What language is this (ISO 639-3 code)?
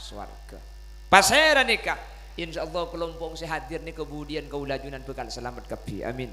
mad